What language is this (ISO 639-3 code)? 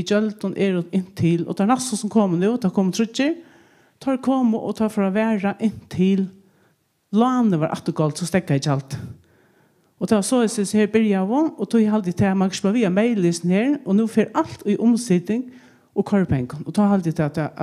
fao